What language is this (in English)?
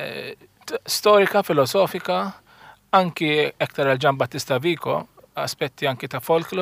Maltese